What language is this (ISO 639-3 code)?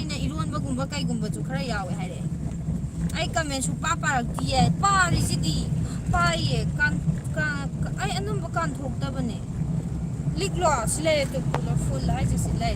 mni